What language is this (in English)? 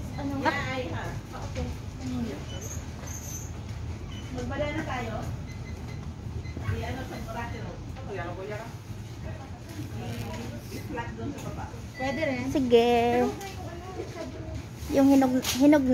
Filipino